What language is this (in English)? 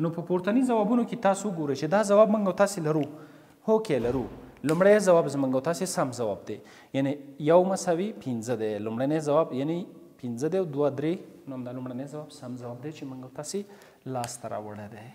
Pashto